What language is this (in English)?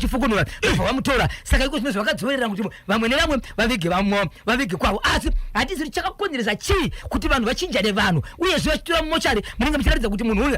Shona